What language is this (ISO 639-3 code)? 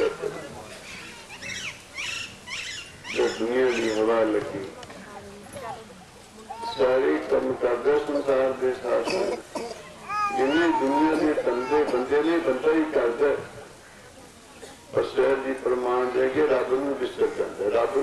pan